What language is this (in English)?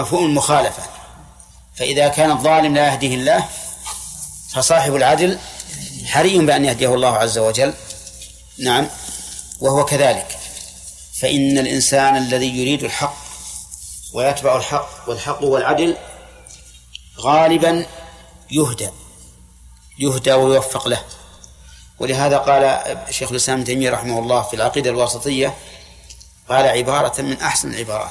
Arabic